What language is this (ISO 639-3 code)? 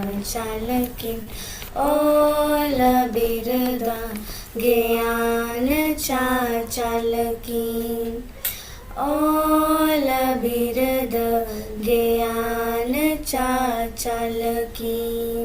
sat